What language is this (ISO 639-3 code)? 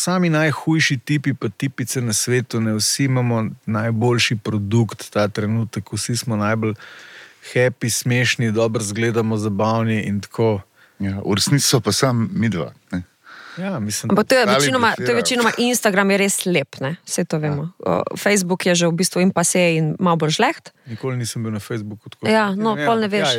slv